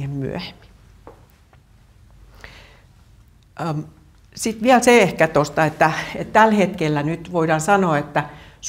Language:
Finnish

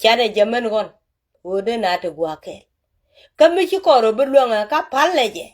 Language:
Nuer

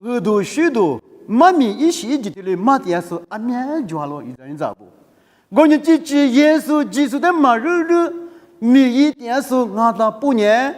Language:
Lisu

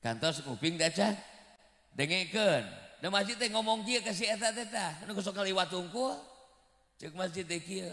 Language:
Sundanese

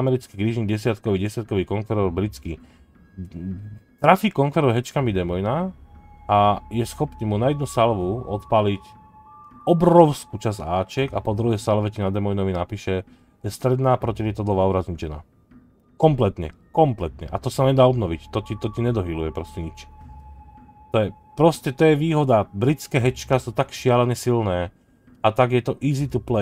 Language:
Slovak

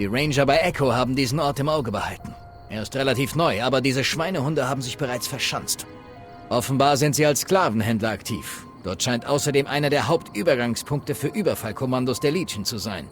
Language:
Bavarian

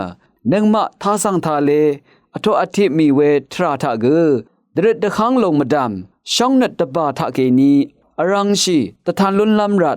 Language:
Rawang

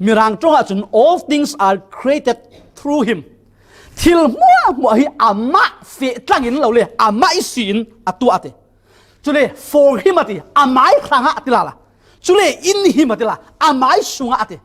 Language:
Falam Chin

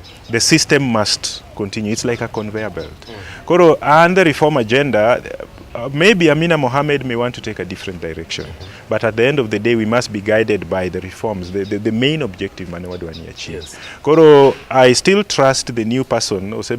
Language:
Luo (Kenya and Tanzania)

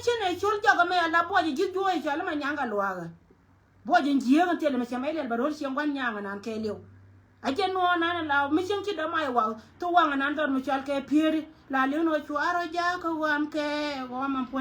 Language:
Nuer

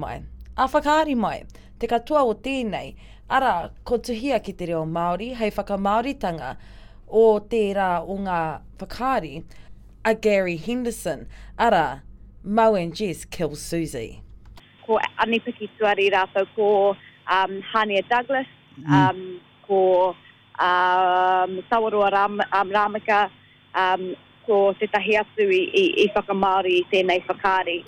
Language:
Māori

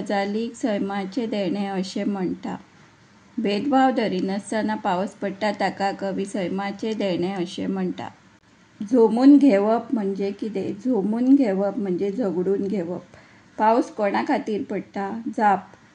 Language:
Konkani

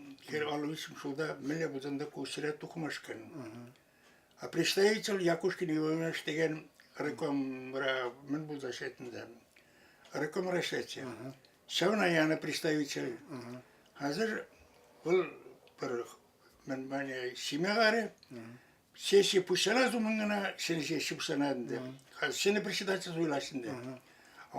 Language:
Chuvash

